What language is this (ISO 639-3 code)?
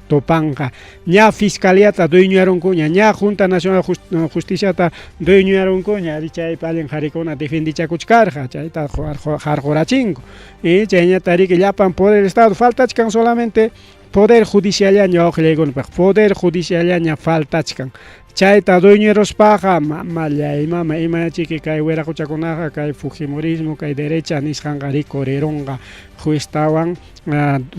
quy